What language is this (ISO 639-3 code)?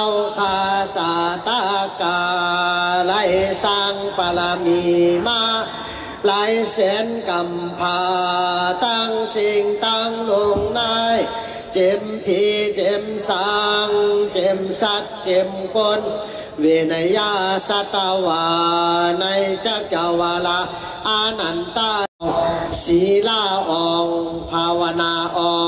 shn